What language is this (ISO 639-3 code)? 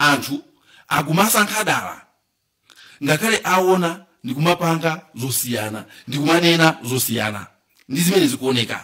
nya